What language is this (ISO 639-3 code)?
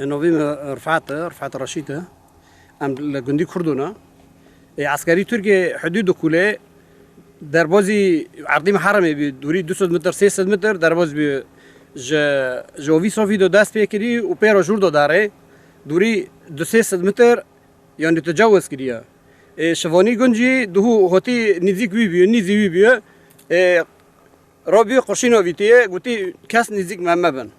kur